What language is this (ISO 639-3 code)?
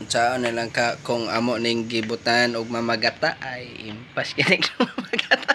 ceb